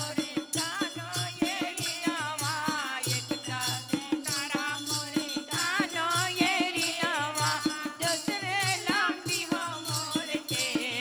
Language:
Bhojpuri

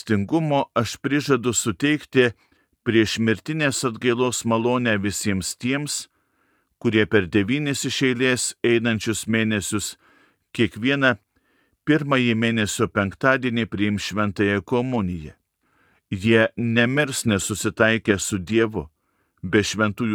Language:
Lithuanian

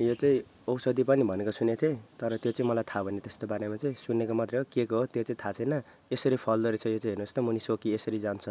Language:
Nepali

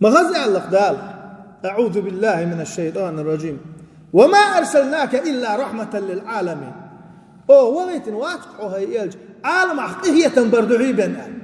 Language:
Chechen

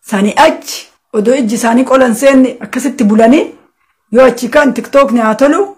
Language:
Oromo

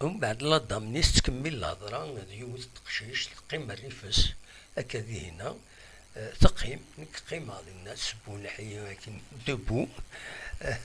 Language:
Kabyle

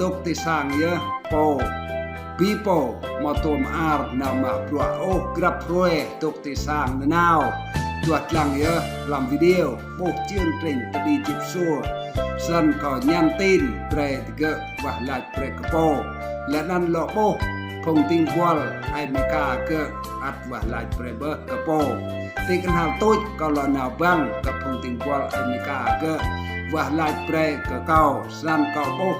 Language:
Rade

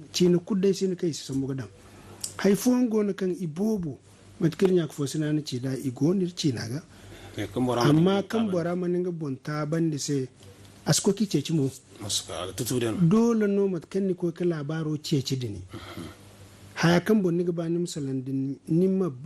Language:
Zarma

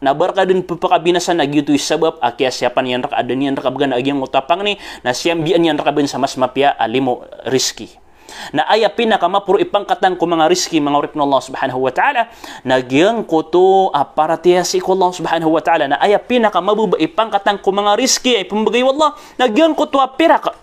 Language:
Maranao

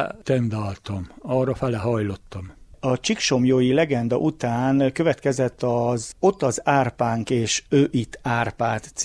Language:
Hungarian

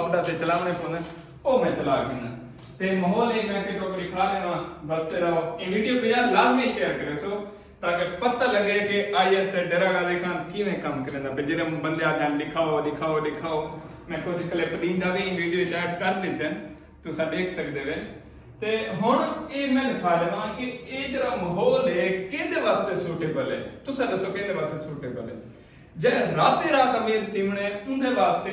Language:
Saraiki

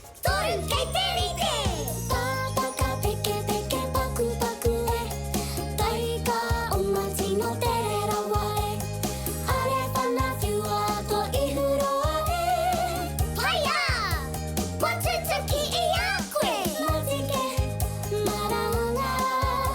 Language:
Māori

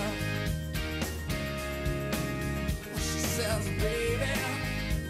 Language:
English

